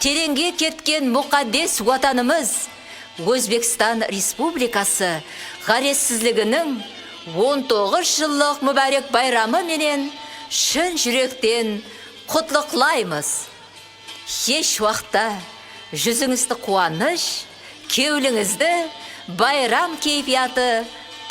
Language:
Kara-Kalpak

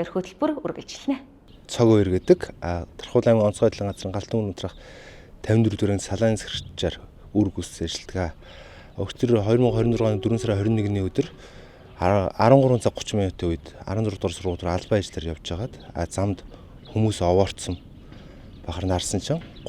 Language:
Mongolian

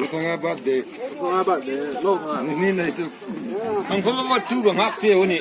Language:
Hmar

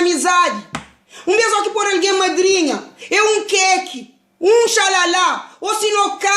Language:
Kabuverdianu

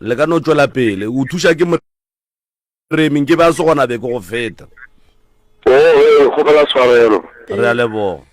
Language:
Northern Sotho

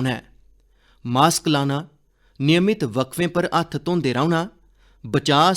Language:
Dogri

